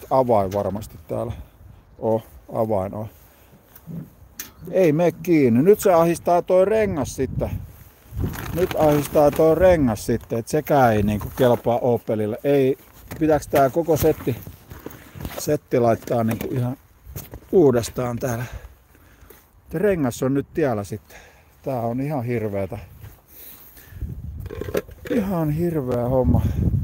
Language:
Finnish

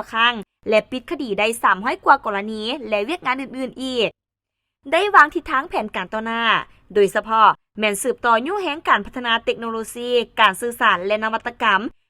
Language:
Lao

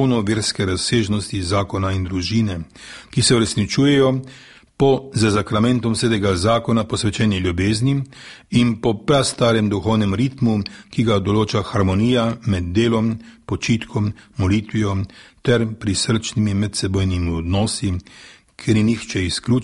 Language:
Slovenian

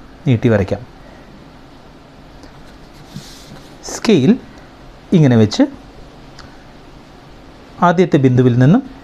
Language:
Malayalam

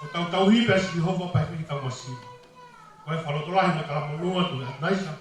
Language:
Tongan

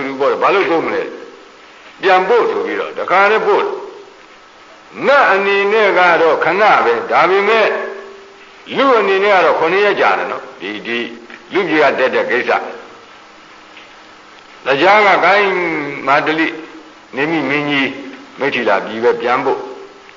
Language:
Burmese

